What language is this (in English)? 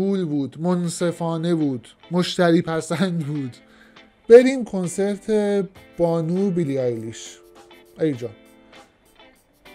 Persian